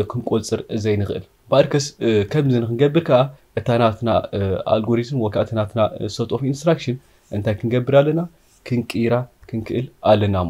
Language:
Tigrinya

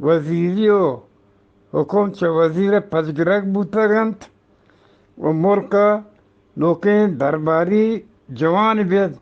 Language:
Eastern Balochi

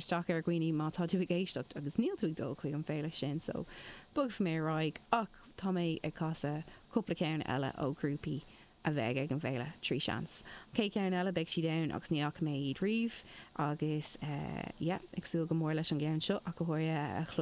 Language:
Irish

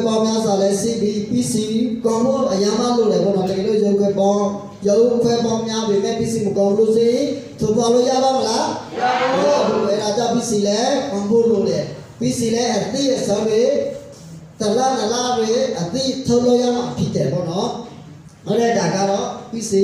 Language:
Burmese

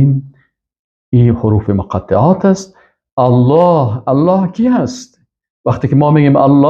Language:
Persian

